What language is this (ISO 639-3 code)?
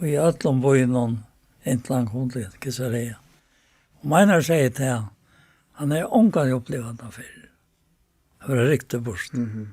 fao